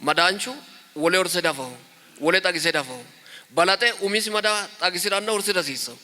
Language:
Sidamo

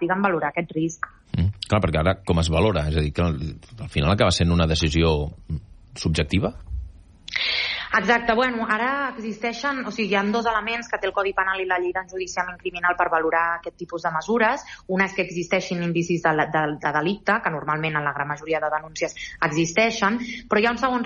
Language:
Catalan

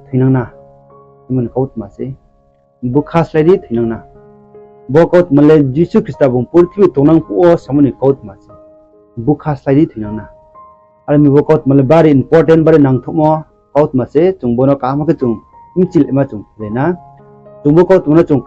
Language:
Riang (India)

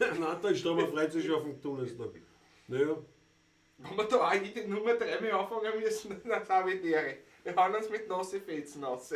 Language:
Bavarian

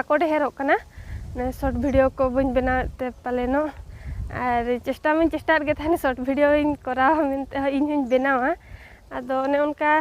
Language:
Santali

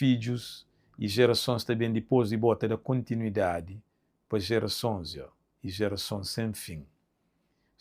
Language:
Kabuverdianu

